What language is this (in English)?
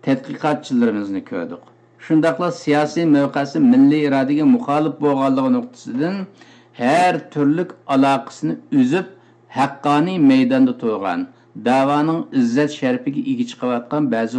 Uyghur